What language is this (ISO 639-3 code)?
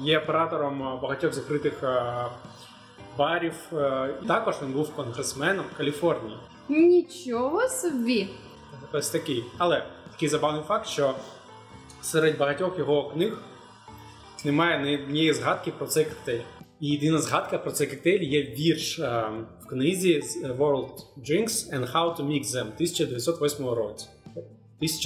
ukr